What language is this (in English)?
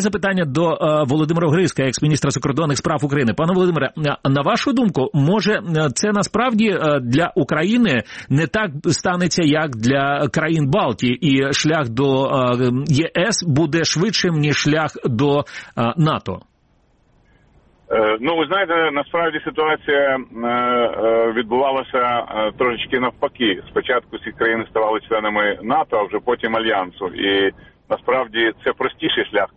Ukrainian